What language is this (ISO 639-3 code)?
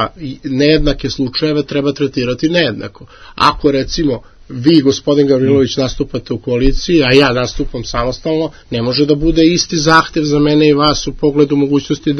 srp